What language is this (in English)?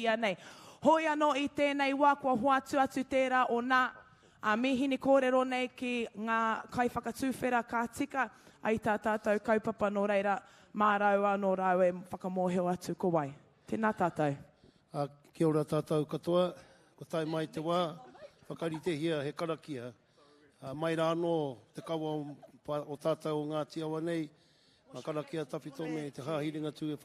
Māori